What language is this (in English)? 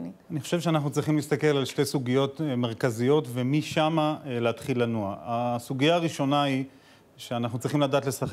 Hebrew